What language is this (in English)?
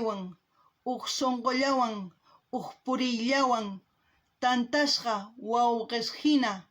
South Bolivian Quechua